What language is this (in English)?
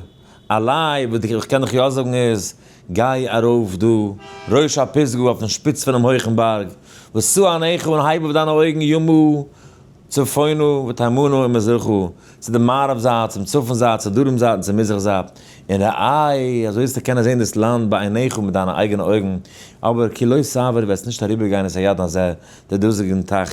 Yiddish